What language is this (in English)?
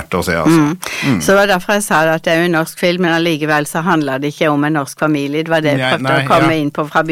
Norwegian